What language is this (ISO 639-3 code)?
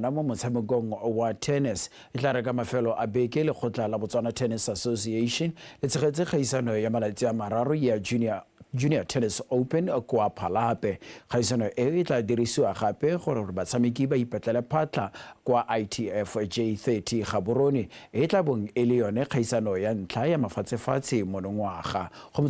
tsn